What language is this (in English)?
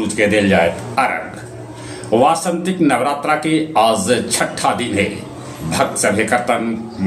Magahi